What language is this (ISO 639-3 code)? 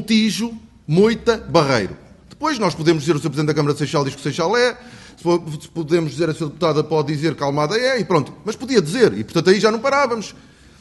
por